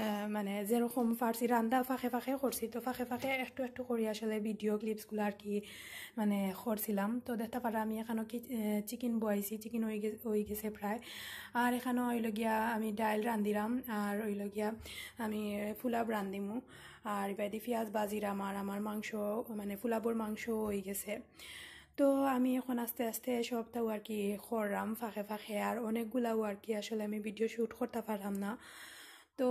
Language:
Sylheti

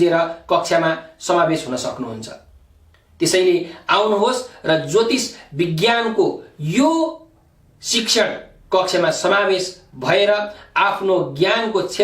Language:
Nepali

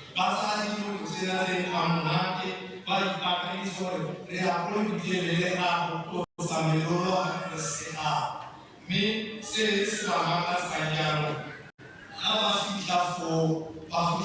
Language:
Tswana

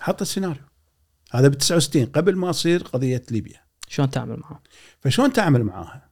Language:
Gulf Arabic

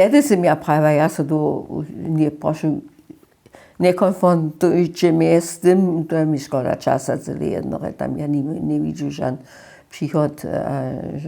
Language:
Upper Sorbian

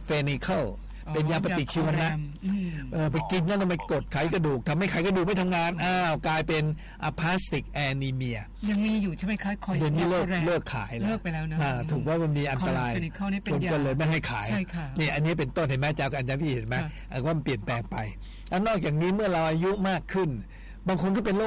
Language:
Thai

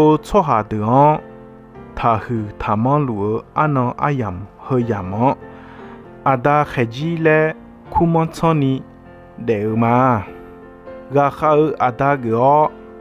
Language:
Akha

